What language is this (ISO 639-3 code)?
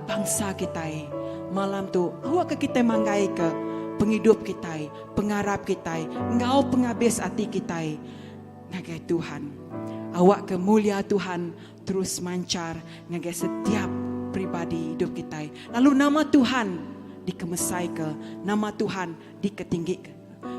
iba